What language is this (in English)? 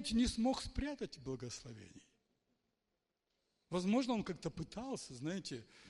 Russian